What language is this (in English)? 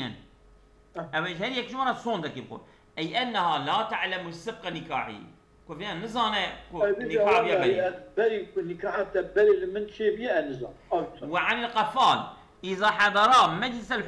Kurdish